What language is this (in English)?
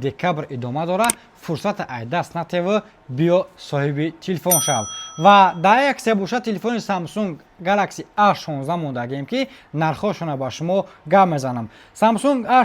Tajik